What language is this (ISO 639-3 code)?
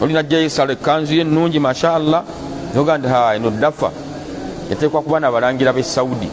lug